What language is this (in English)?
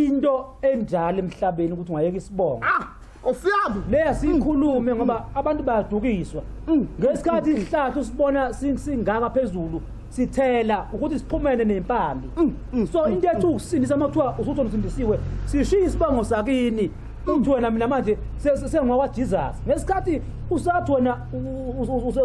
Zulu